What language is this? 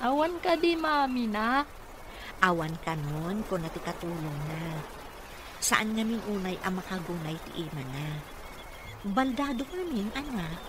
Iloko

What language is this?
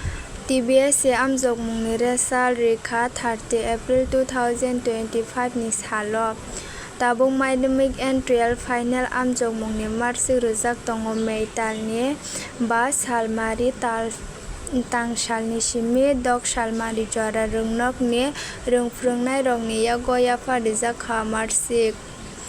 Kok Borok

